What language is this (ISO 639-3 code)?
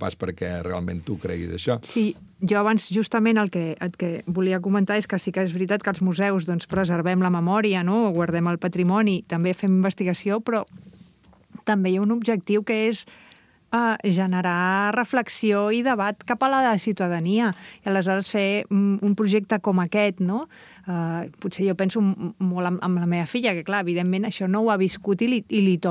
cat